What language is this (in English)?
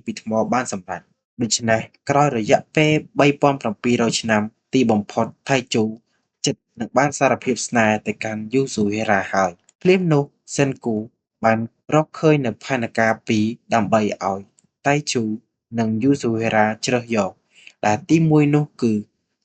Khmer